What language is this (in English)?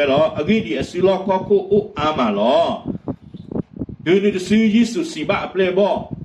S'gaw Karen